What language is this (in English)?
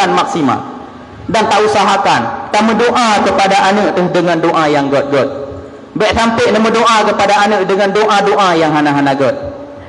Achinese